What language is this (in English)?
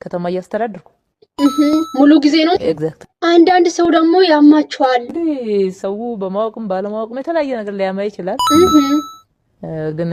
Amharic